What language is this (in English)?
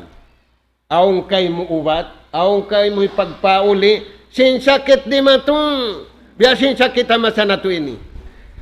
Tausug